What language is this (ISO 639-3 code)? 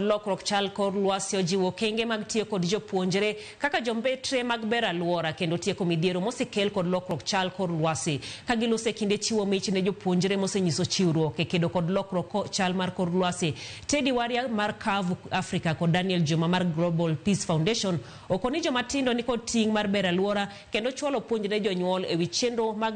luo